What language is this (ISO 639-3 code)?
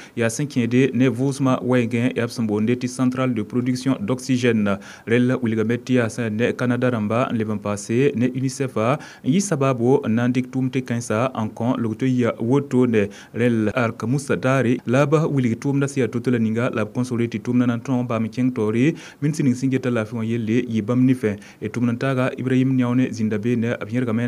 mos